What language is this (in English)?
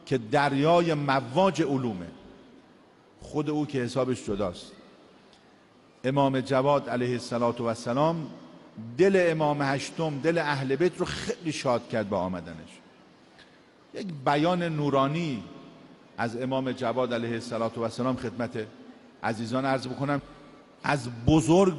Persian